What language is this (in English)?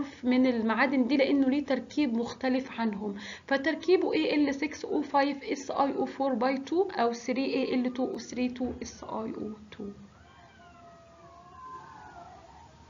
Egyptian Arabic